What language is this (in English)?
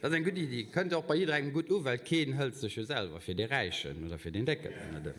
Luxembourgish